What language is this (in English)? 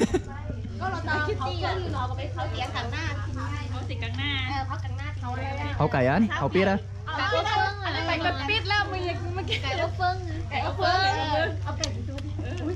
Thai